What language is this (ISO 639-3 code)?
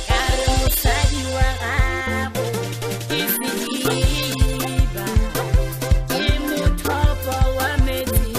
nso